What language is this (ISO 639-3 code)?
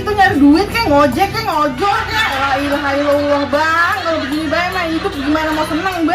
bew